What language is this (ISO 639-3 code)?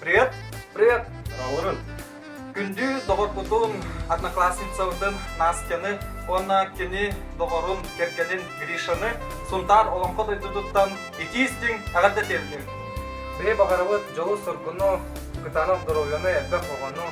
sah